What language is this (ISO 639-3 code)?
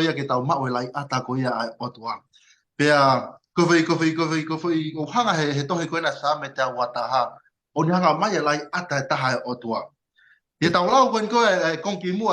ton